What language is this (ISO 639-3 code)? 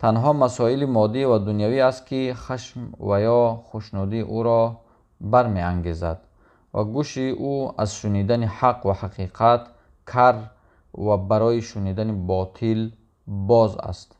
tgk